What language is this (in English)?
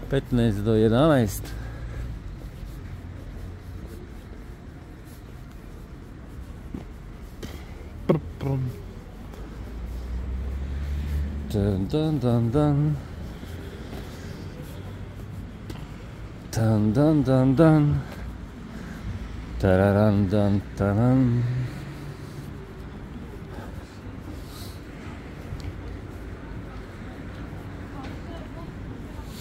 Croatian